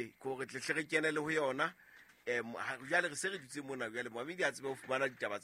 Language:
Southern Sotho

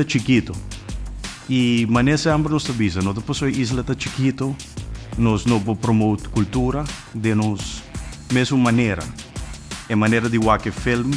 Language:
Papiamento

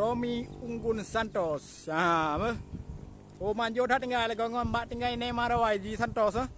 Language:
Achinese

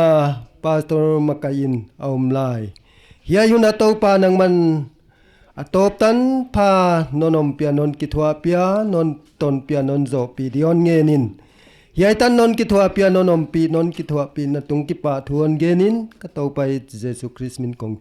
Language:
Paite Chin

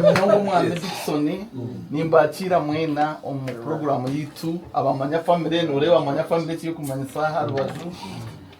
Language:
Nyankole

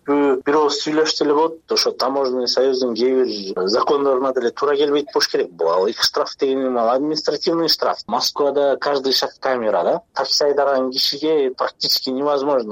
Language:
Kyrgyz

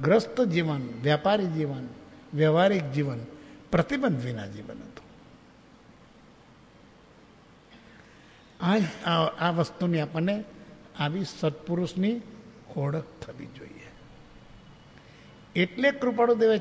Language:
Gujarati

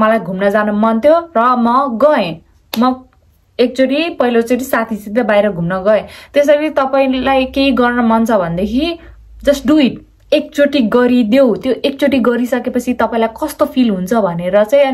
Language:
Nepali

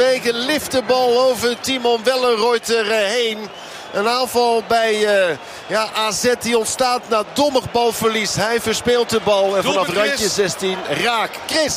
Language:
Dutch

